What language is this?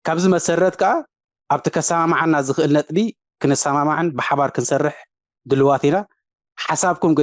Tigrinya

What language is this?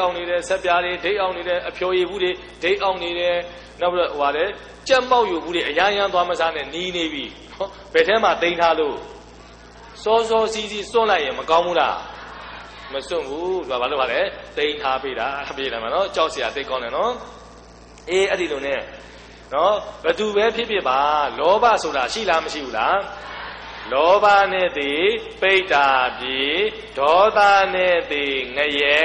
Burmese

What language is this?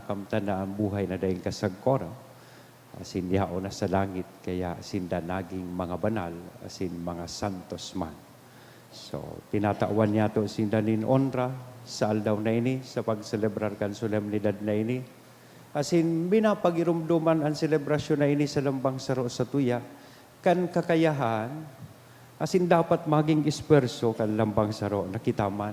Bikol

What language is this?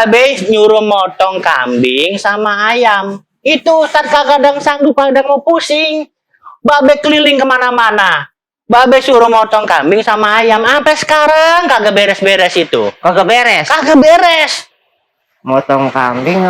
Betawi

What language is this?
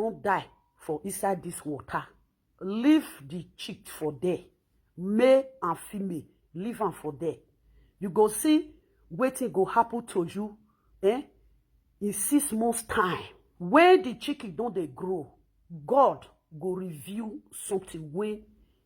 Nigerian Pidgin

